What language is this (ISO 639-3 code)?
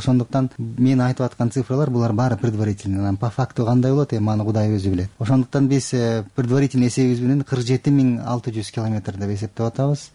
kir